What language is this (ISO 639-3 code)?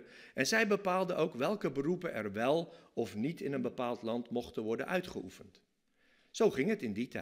nld